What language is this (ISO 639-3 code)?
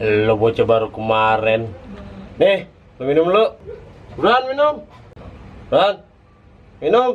bew